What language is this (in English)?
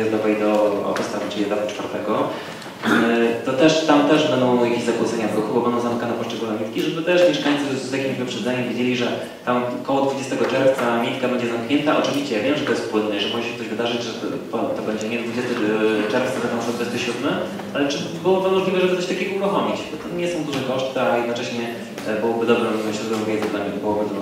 Polish